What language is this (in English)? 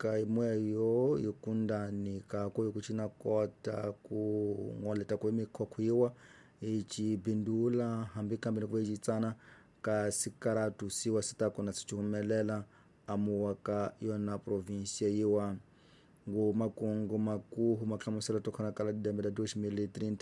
Tsonga